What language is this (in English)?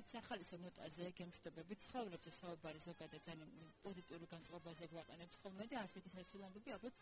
Georgian